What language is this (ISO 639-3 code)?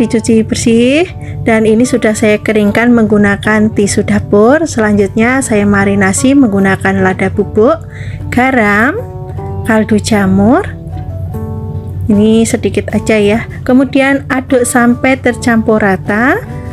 ind